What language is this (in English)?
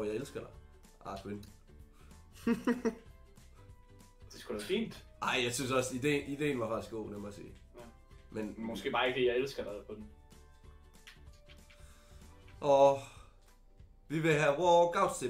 Danish